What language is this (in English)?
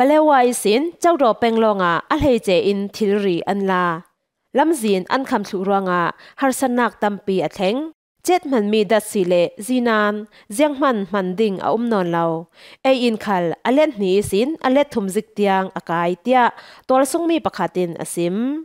Falam Chin